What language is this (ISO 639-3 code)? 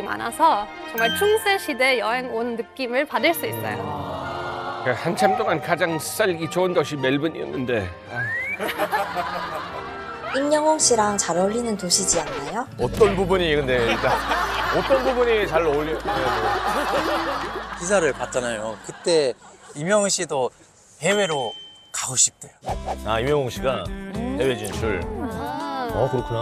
kor